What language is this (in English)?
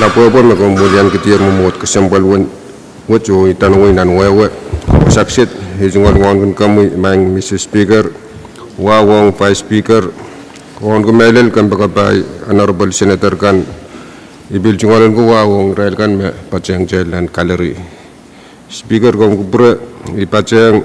Pohnpeian